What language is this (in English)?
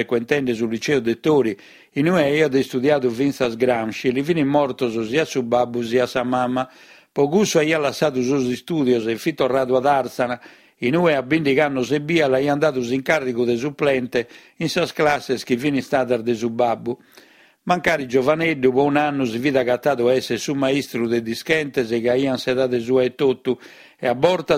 Sardinian